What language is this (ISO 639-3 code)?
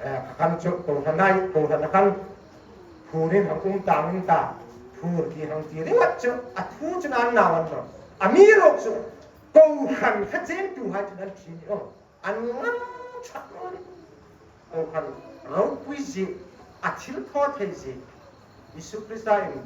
hmr